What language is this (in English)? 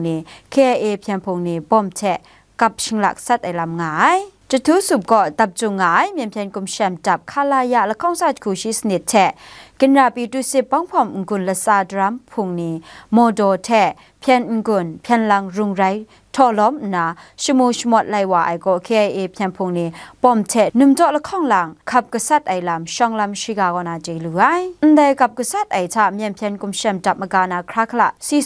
Kachin